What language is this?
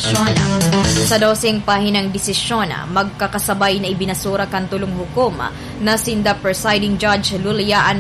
Bikol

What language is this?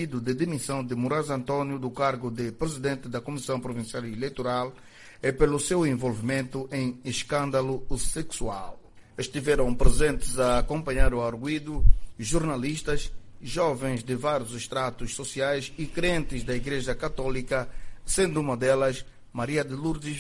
Portuguese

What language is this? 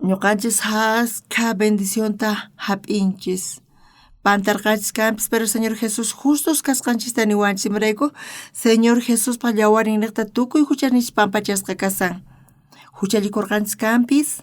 South Bolivian Quechua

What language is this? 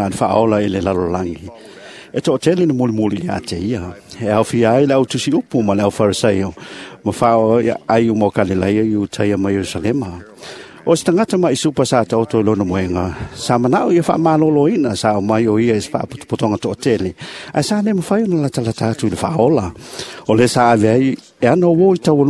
Samoan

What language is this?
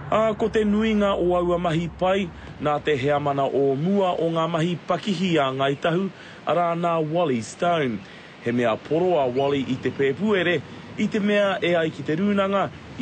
Māori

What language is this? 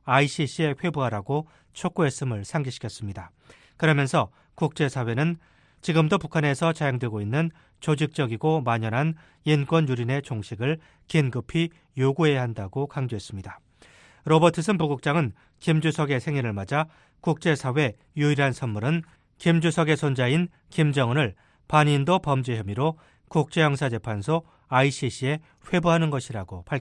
Korean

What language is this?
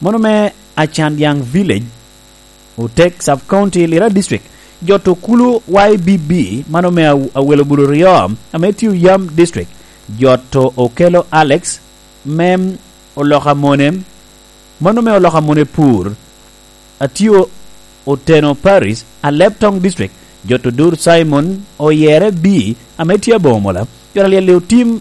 Lango (Uganda)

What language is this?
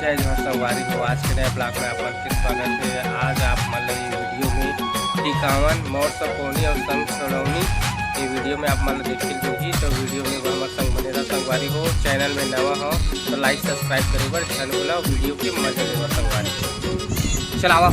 Chhattisgarhi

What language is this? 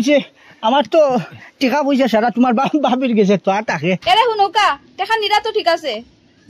Sylheti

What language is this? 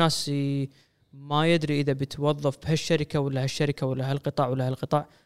Gulf Arabic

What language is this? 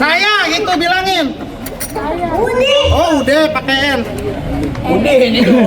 Betawi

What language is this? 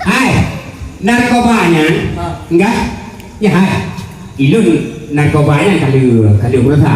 Achinese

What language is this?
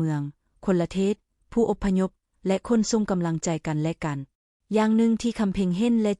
Lao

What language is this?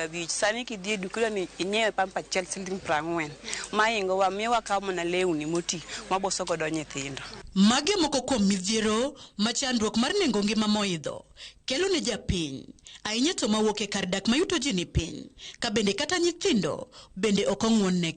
Luo (Kenya and Tanzania)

